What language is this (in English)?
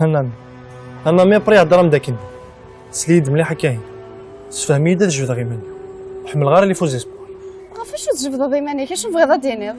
Kabyle